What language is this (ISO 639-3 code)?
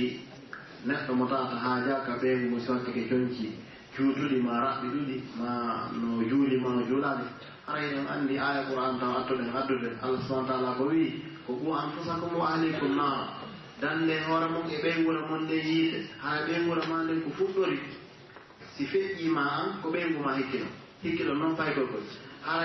fuf